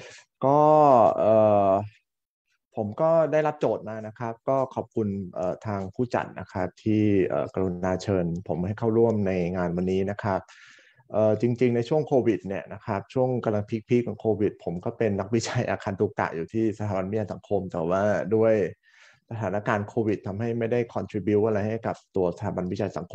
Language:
Thai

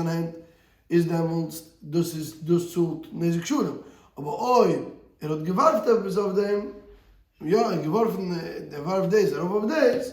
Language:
Yiddish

